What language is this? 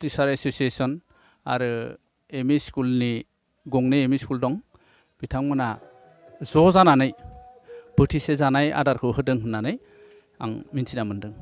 Bodo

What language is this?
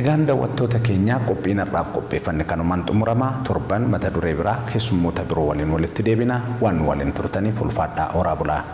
Oromo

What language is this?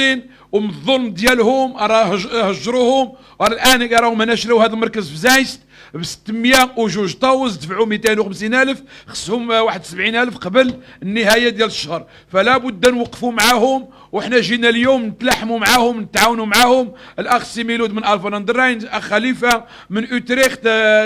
Moroccan Arabic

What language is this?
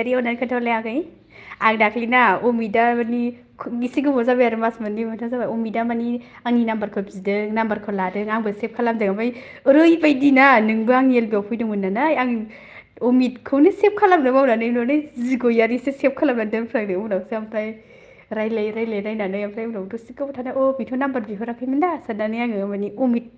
Bodo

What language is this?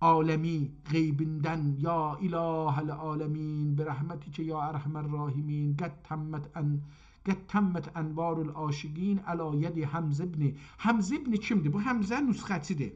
South Azerbaijani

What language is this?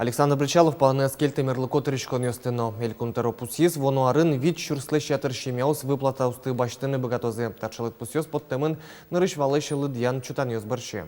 Udmurt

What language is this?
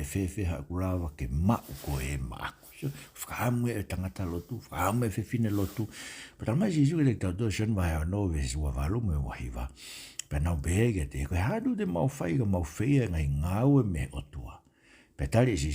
Tongan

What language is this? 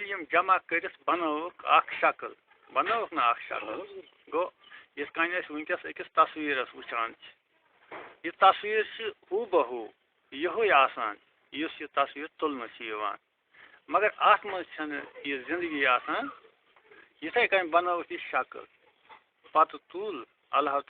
Kashmiri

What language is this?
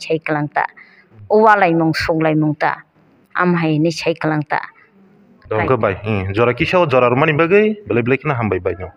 Kok Borok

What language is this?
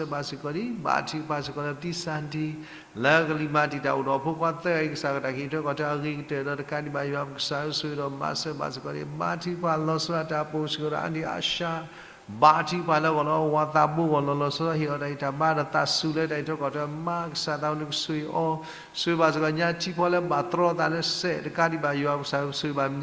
S'gaw Karen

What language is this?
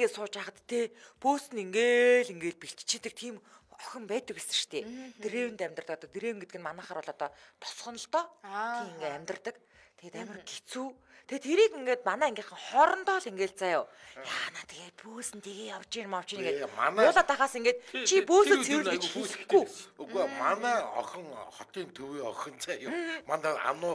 Mongolian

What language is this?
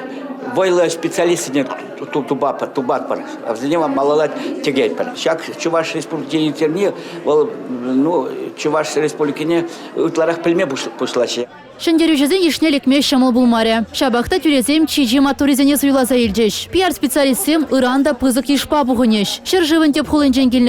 Chuvash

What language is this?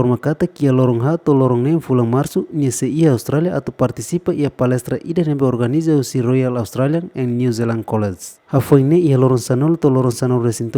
Tetum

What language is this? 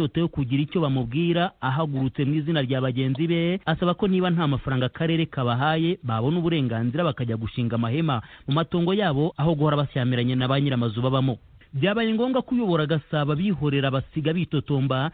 Kinyarwanda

